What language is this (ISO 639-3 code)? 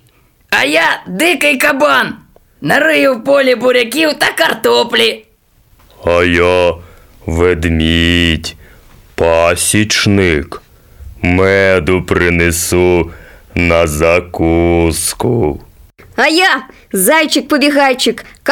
ukr